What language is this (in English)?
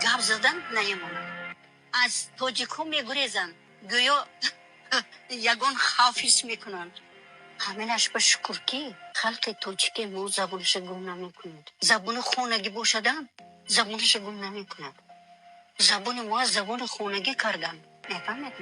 Tajik